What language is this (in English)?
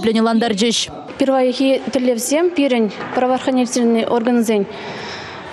Chuvash